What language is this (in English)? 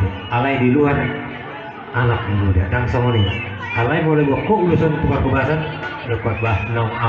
Batak Toba